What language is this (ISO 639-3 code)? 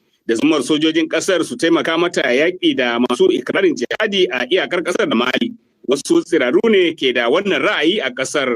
hau